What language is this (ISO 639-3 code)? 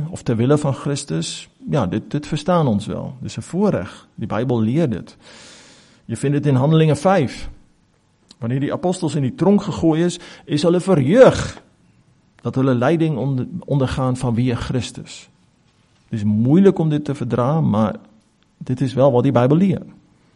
afr